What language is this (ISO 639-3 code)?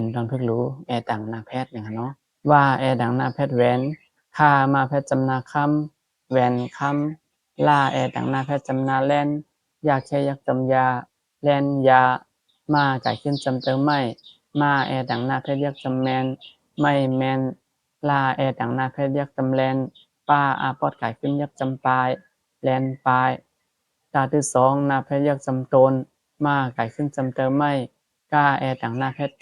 shn